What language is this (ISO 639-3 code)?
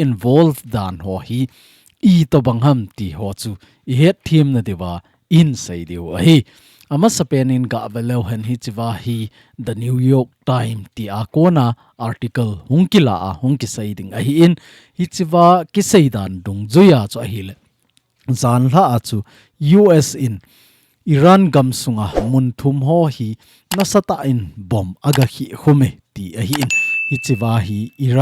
tcz